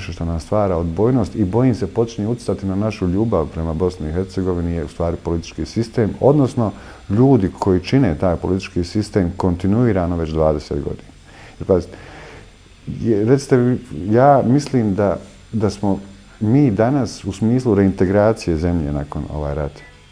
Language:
Bosnian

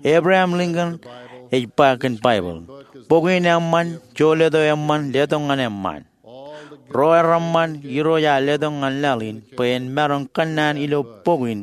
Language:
Marshallese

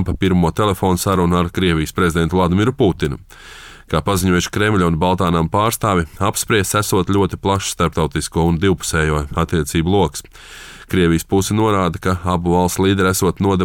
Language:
Latvian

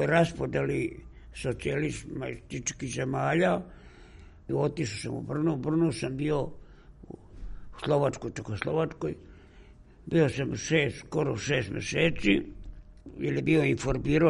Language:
Serbian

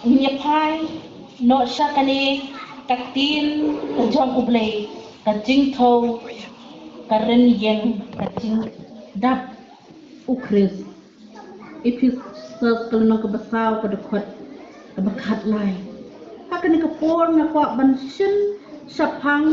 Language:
Khasi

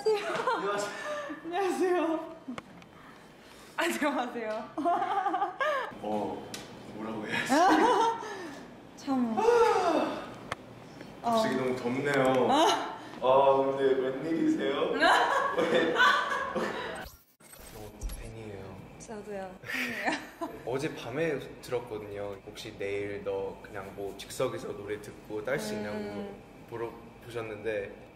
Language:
Korean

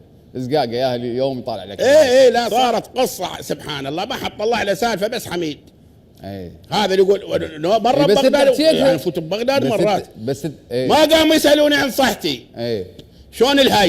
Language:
Mesopotamian Arabic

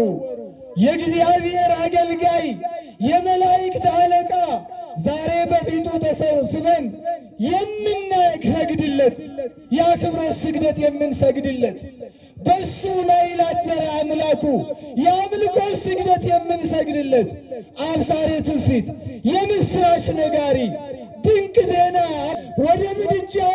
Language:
Amharic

